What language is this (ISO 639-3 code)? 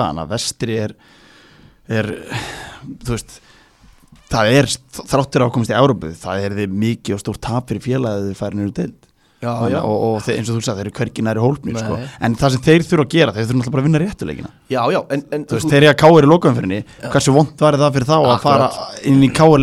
isl